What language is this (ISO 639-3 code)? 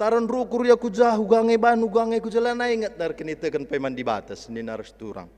btx